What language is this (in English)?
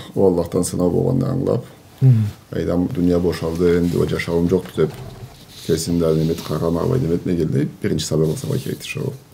Karachay-Balkar